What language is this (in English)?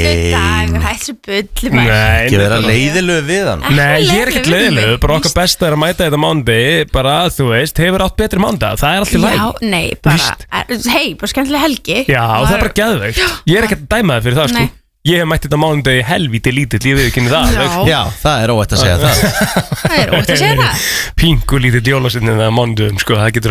Icelandic